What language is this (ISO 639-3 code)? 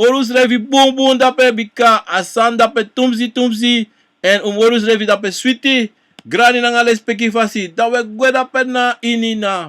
srn